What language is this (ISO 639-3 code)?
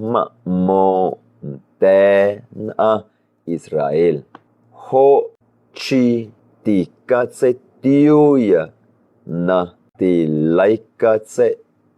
amu